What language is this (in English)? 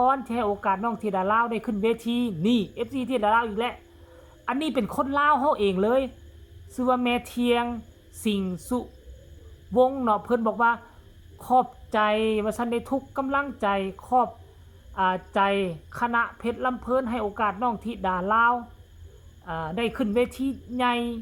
Northeastern Thai